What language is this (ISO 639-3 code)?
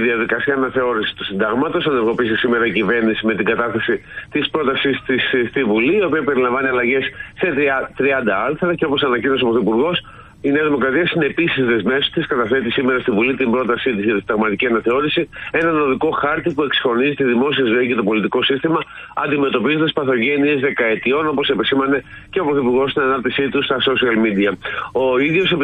ell